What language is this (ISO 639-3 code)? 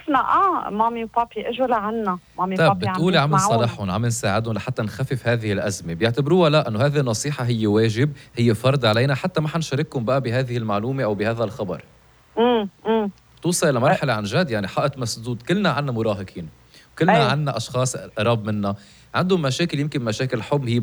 apc